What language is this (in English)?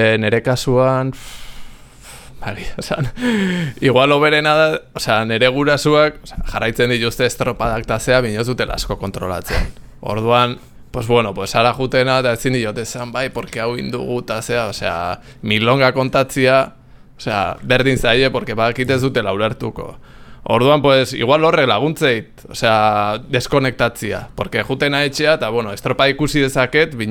Basque